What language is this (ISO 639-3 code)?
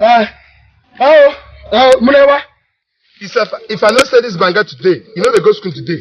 pcm